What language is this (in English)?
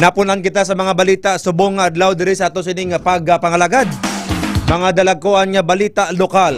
Hiligaynon